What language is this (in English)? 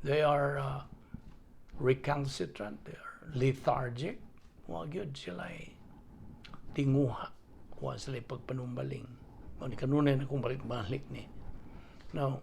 Cebuano